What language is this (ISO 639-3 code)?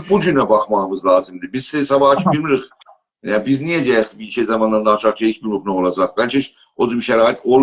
azb